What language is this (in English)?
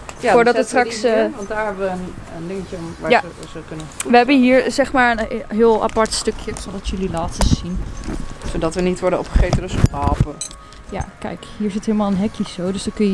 Dutch